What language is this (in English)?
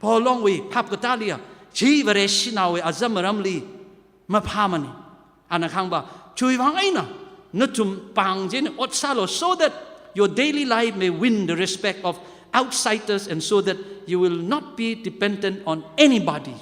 Tangkhul Naga (India)